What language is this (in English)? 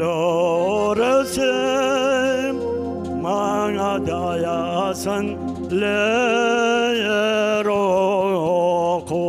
Crimean Tatar